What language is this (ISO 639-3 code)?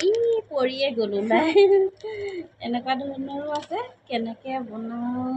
asm